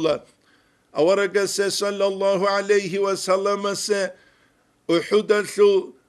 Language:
Avaric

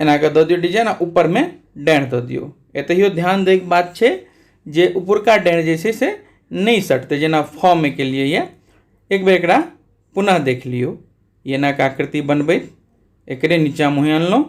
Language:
Maithili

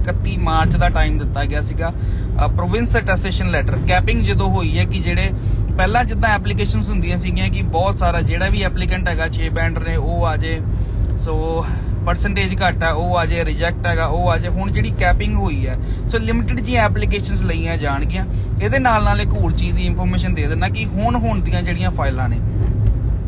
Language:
Punjabi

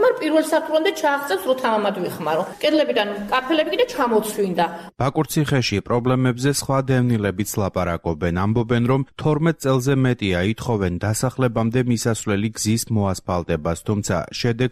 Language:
Georgian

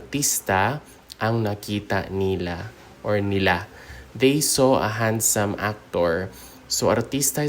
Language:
Hiligaynon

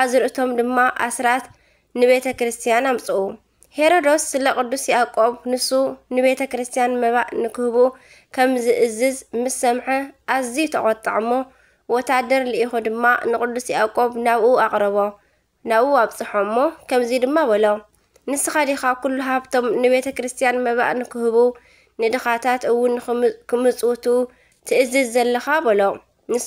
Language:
Tigrinya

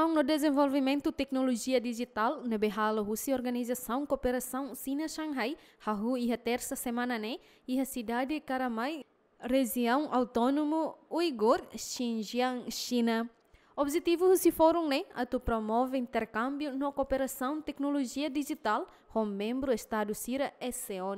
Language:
Tetum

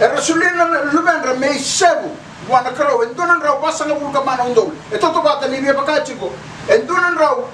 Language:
Fijian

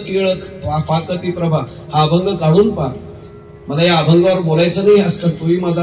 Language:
Marathi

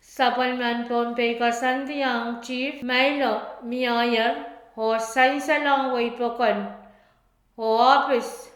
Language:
Pohnpeian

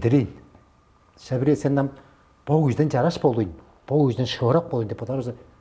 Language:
Tuvinian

